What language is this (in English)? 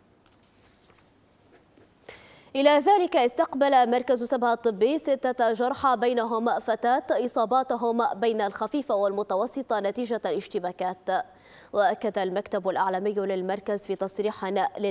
Arabic